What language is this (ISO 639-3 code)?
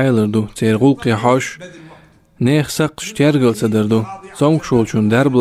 che